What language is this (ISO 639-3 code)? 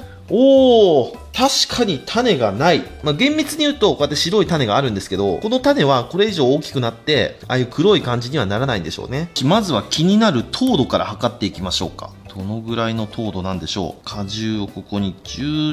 jpn